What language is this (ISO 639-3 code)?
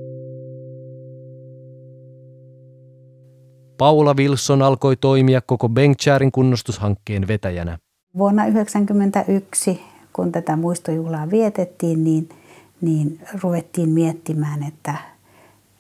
fin